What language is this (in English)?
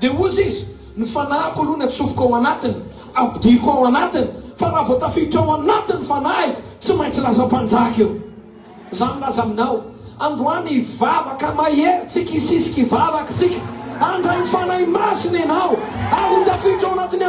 Malagasy